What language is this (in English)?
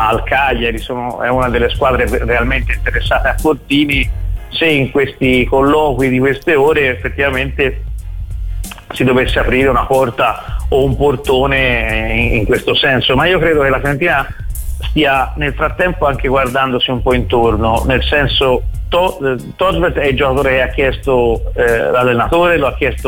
Italian